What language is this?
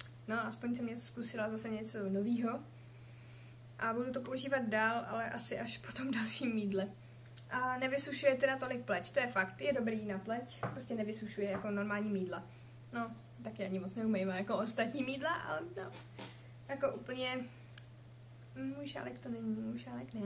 Czech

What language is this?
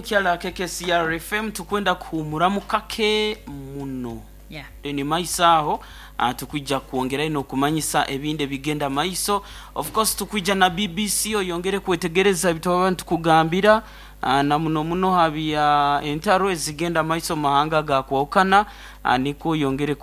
Nyankole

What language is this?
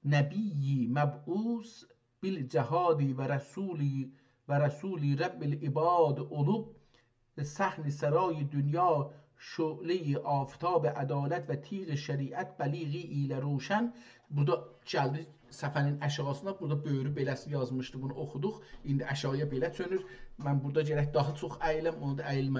South Azerbaijani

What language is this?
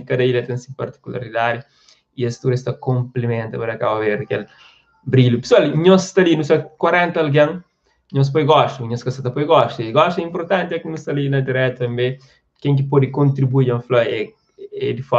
Kabuverdianu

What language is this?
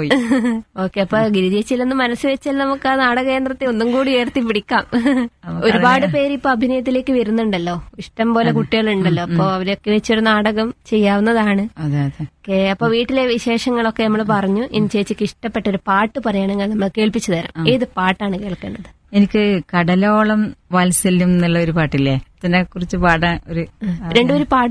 Malayalam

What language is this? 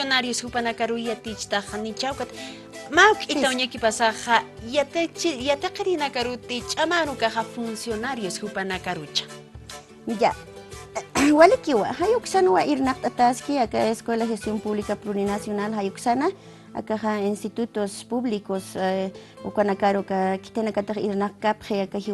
Aymara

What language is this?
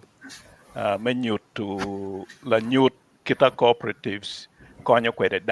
Acoli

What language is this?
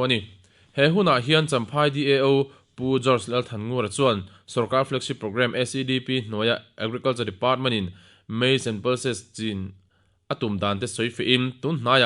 Mizo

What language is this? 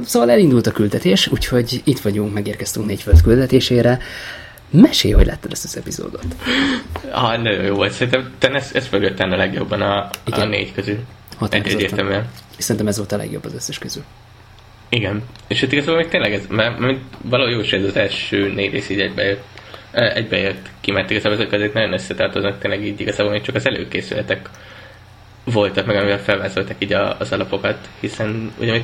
Hungarian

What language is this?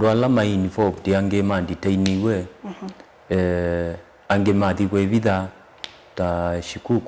Kamba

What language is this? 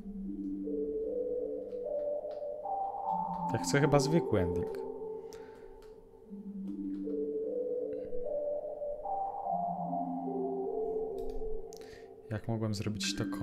Polish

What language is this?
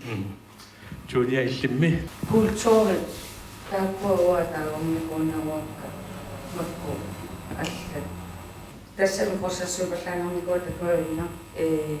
Kalaallisut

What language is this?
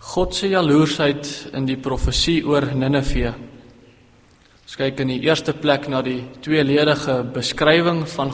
Afrikaans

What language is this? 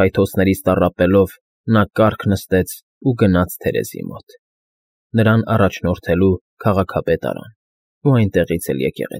Armenian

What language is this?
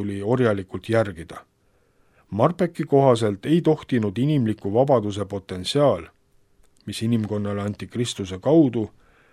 Estonian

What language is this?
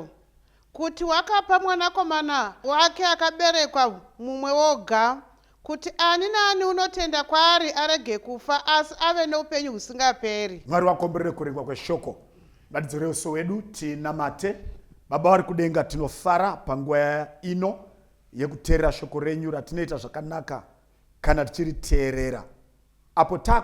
Shona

